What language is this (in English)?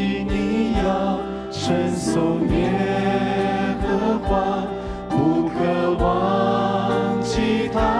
Chinese